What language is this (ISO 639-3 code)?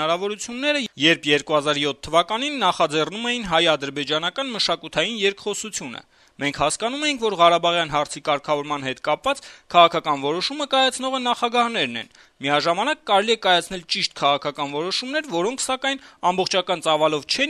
hye